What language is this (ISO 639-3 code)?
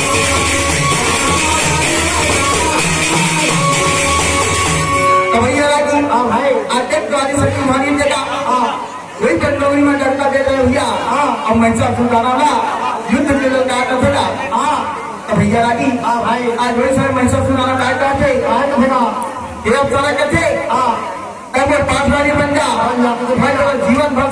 bho